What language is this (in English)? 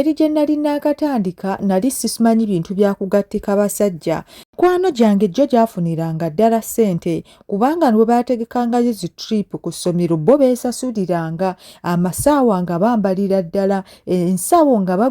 Ganda